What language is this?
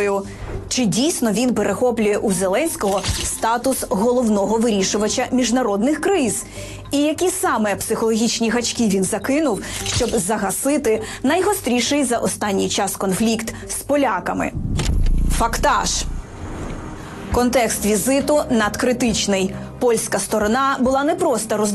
Ukrainian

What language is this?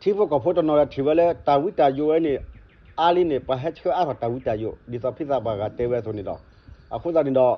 S'gaw Karen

